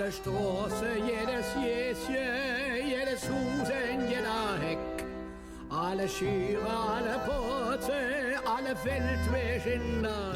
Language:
Limburgish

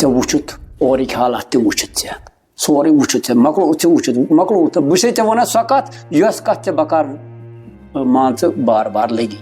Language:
Kashmiri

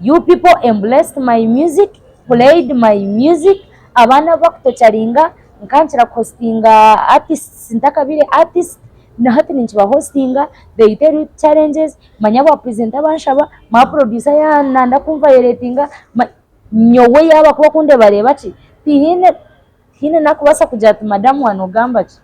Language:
Nyankole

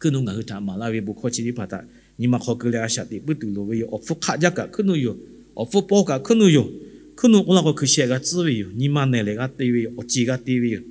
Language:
Lahu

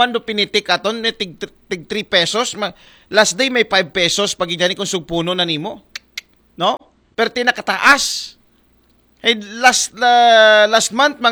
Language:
Aklanon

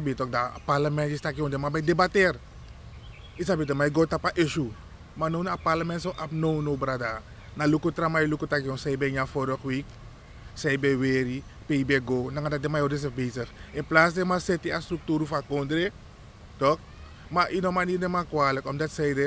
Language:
Sranan Tongo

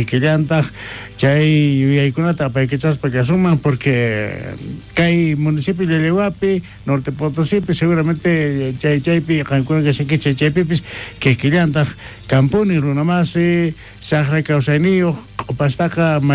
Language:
South Bolivian Quechua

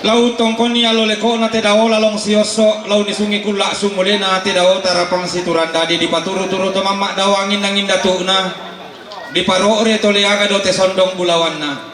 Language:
Toraja-Sa'dan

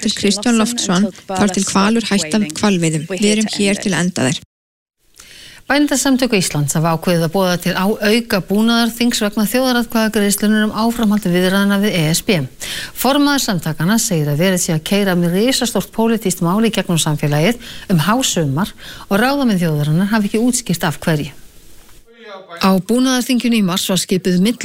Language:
Icelandic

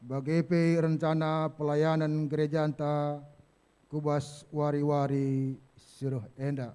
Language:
Batak Karo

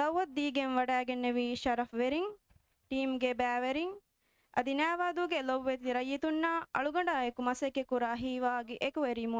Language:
Divehi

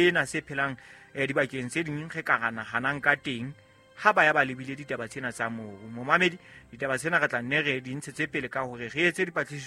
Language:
Southern Sotho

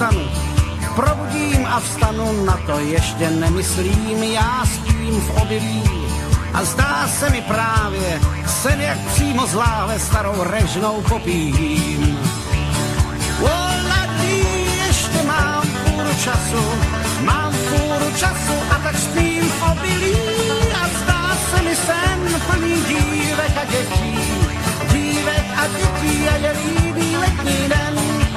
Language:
Czech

